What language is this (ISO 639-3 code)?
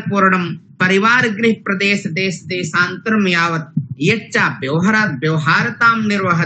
san